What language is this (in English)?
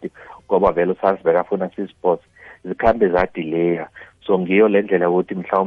South Ndebele